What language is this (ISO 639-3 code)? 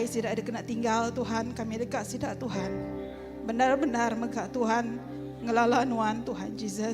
iba